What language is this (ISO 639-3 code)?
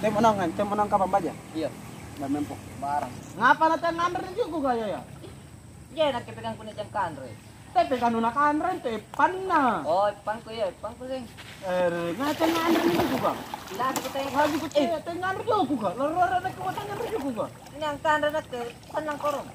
mak